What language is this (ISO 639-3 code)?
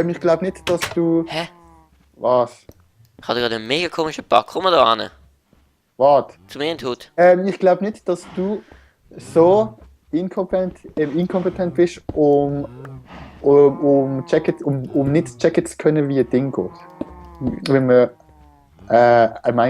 gsw